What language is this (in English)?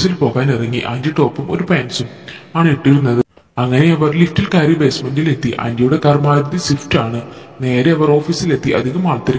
Malayalam